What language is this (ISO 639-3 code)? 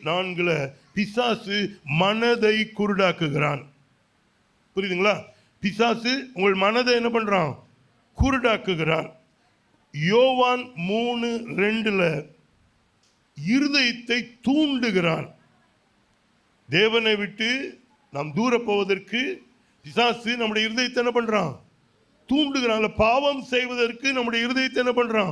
tam